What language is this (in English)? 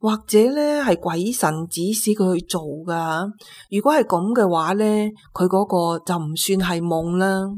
Cantonese